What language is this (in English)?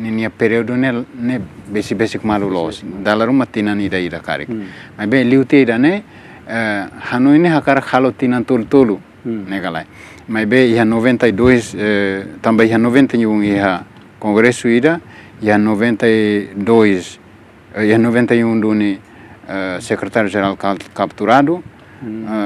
Tetum